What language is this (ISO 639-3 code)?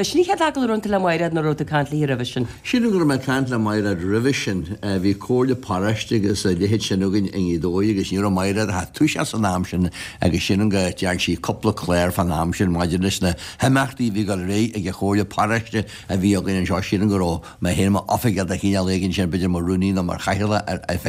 gle